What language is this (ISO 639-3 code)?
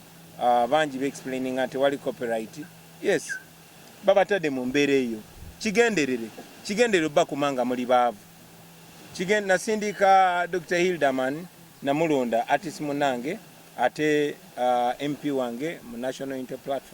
lug